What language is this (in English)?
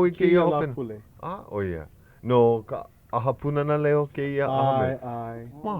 Hawaiian